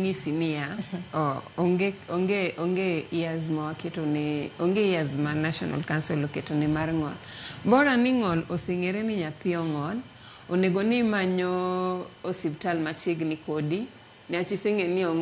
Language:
Luo (Kenya and Tanzania)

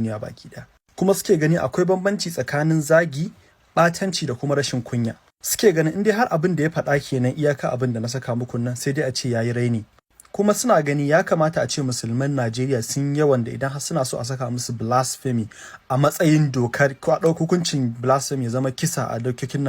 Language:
Hausa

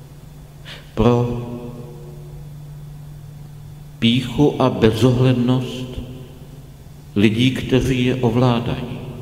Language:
Czech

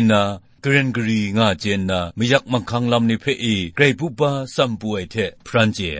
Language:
Kachin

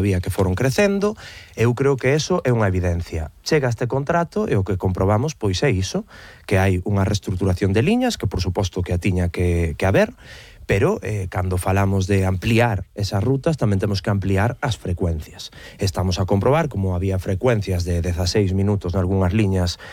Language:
Galician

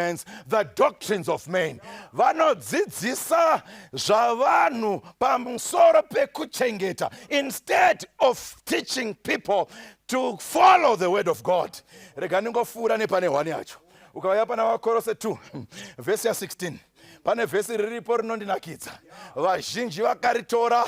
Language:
Shona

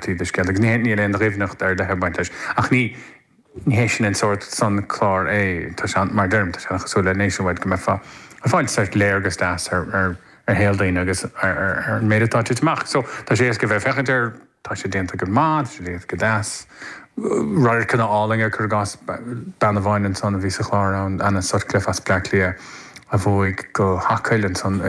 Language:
Irish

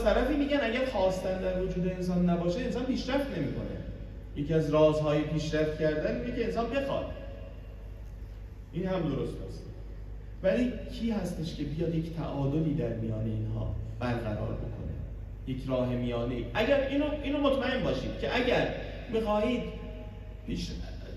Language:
Persian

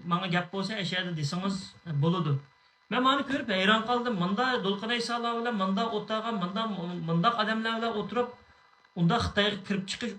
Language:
Uyghur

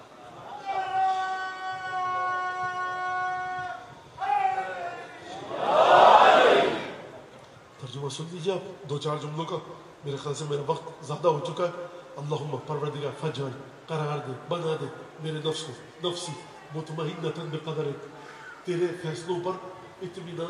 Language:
Urdu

